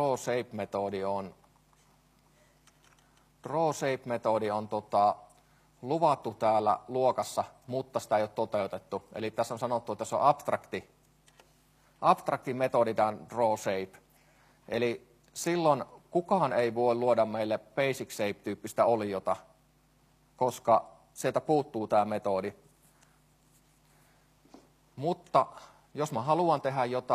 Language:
Finnish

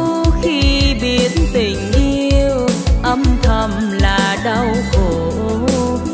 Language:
Vietnamese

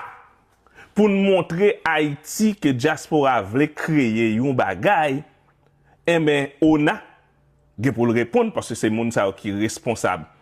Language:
Haitian Creole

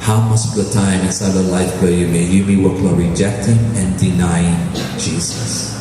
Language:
Tok Pisin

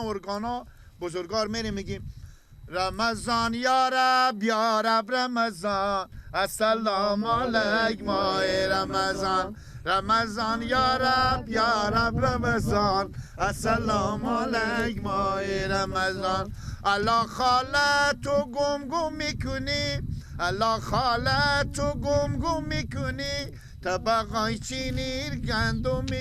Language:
Persian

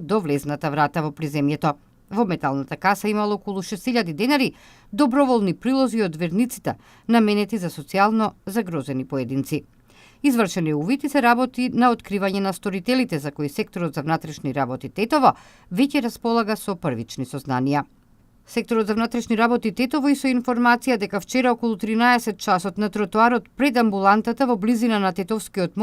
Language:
Macedonian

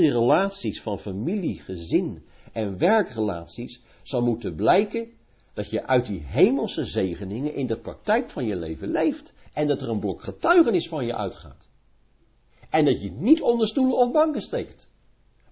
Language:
Dutch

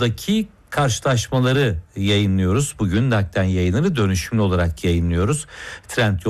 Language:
Turkish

